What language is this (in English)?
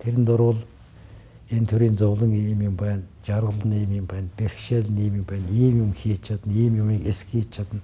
Mongolian